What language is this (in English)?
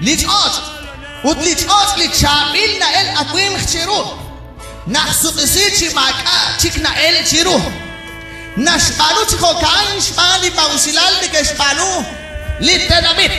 Kekchí